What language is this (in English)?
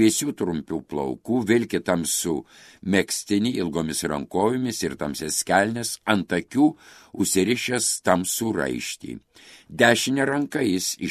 Lithuanian